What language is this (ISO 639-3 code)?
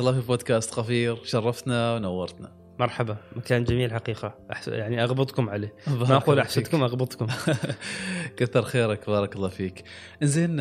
afb